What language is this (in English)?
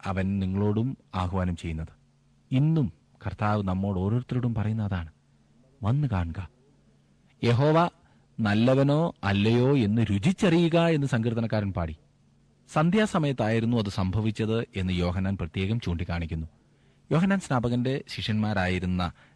Malayalam